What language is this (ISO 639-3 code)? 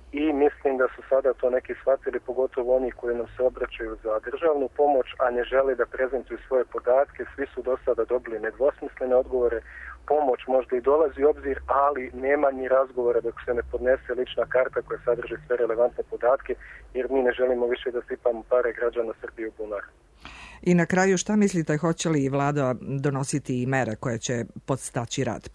srp